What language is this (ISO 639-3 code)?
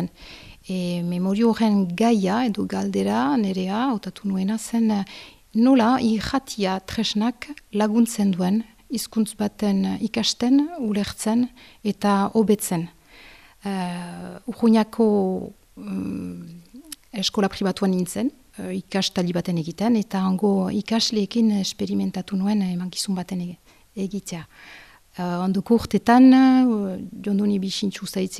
eus